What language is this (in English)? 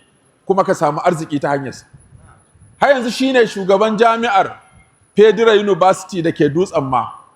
Hausa